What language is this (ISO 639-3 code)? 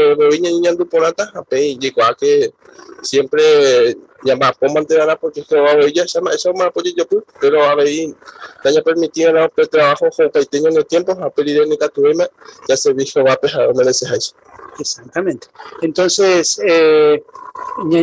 grn